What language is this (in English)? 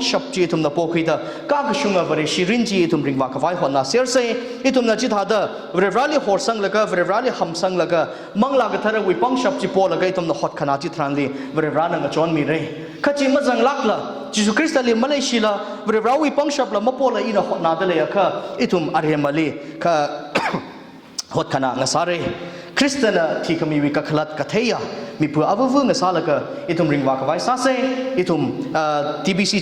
Tangkhul Naga (India)